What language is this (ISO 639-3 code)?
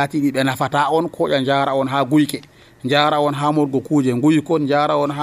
fuv